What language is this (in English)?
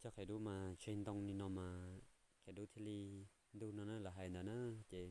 Hmong